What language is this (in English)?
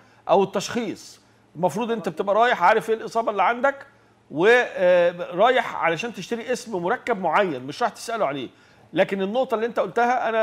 Egyptian Arabic